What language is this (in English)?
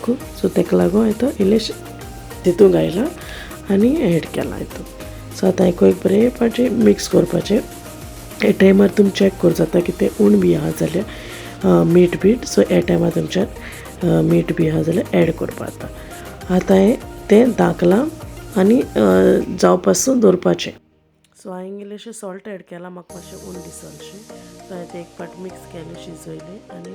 Konkani